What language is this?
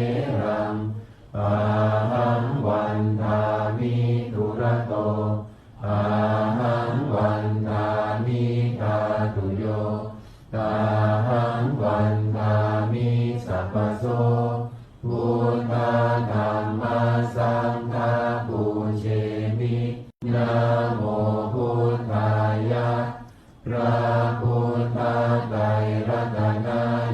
Pali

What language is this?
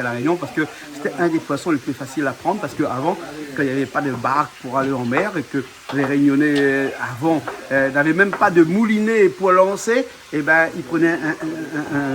Réunion Creole French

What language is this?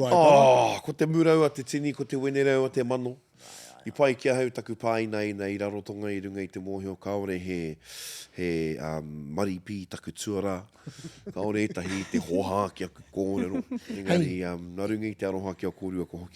Māori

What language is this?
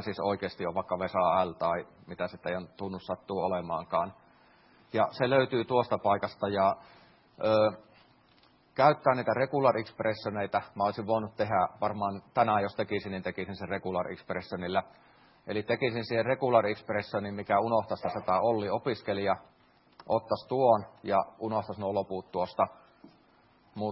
Finnish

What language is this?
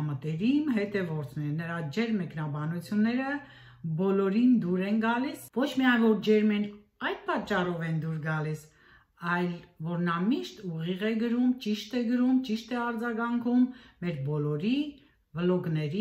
Armenian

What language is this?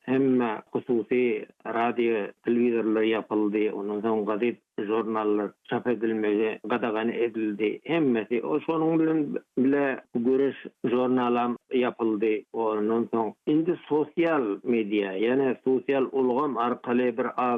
Turkmen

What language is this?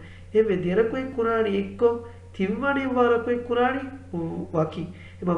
Divehi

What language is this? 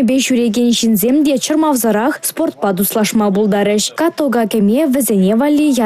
Chuvash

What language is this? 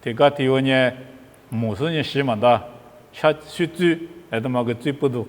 Lisu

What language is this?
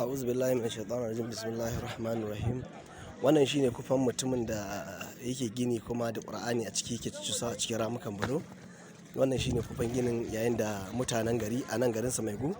Hausa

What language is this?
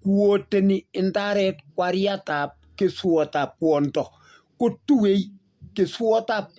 Kalenjin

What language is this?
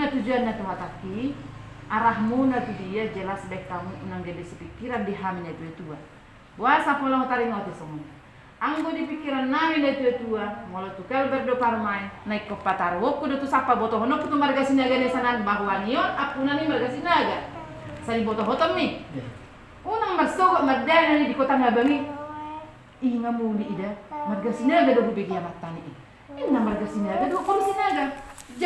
Batak Toba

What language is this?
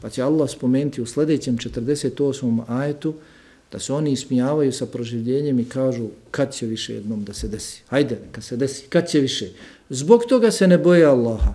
Bosnian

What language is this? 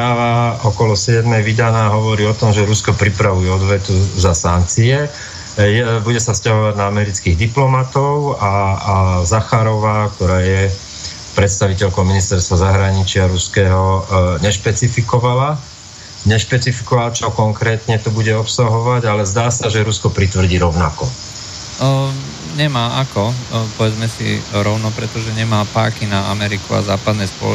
Slovak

